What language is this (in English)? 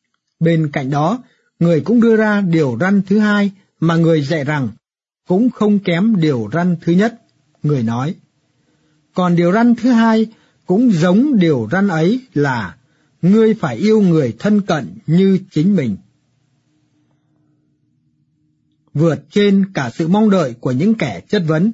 Vietnamese